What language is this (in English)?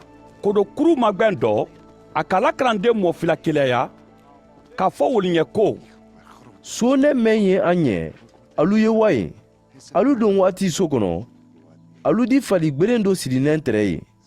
Mandingo